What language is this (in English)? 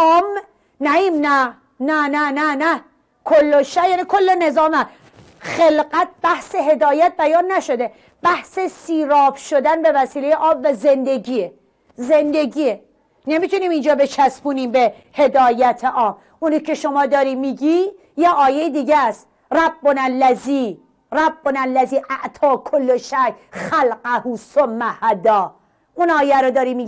Persian